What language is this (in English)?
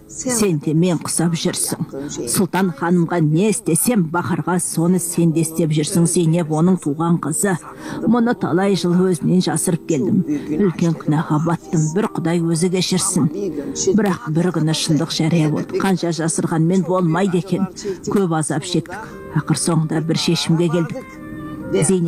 Kazakh